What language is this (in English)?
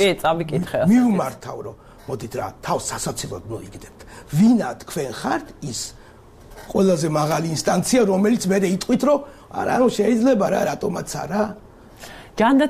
Georgian